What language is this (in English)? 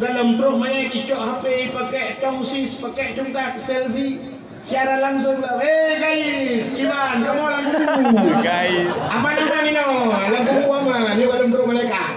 Achinese